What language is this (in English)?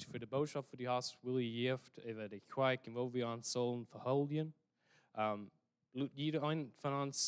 Plautdietsch